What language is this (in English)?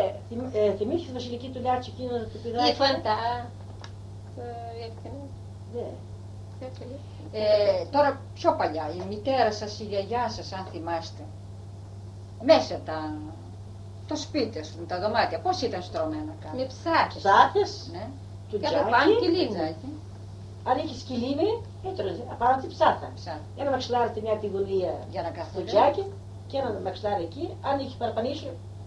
Greek